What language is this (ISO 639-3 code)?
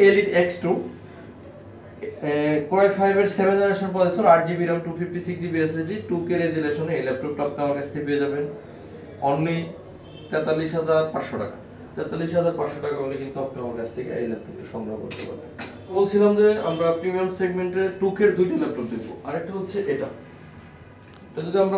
ben